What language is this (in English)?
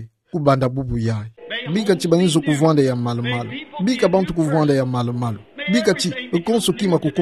Kituba (Democratic Republic of Congo)